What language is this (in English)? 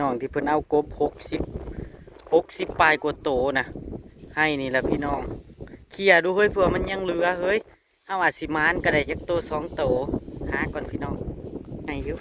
Northeastern Thai